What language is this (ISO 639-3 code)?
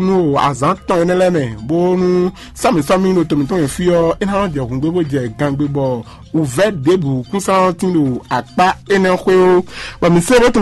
fon